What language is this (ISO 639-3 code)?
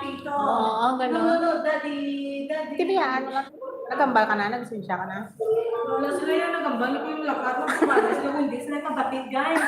hil